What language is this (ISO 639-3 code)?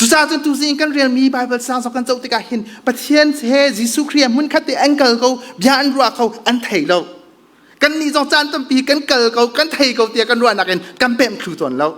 cnh